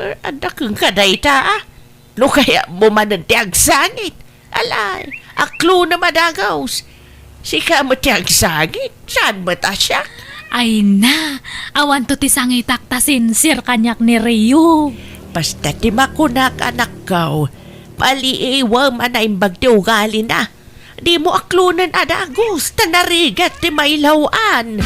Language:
Iloko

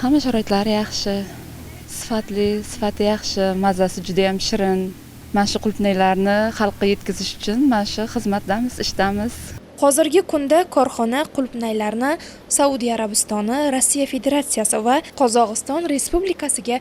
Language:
Uzbek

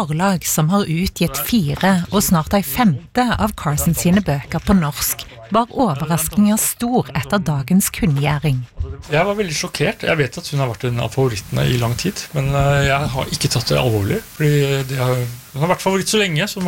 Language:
Norwegian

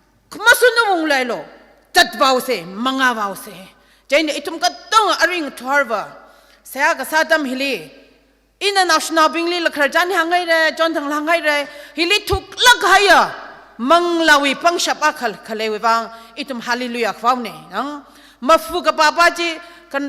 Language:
Tangkhul Naga (India)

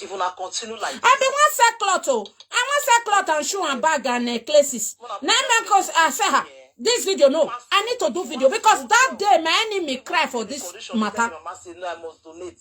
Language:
Nigerian Pidgin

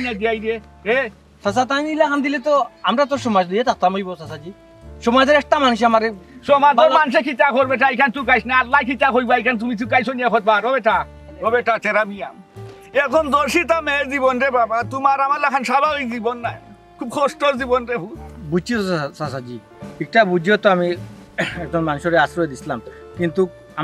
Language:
Sylheti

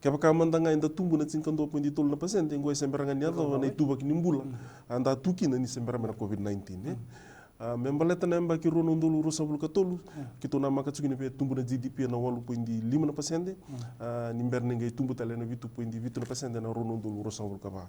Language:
Fijian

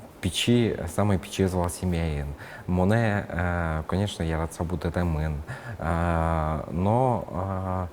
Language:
Udmurt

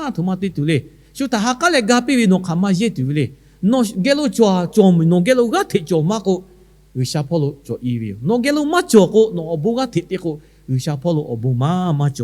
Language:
Lahu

